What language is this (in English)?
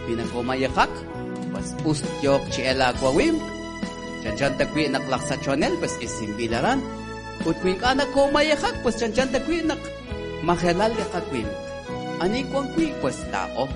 Kekchí